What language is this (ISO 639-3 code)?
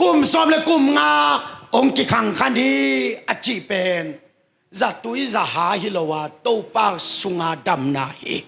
ctd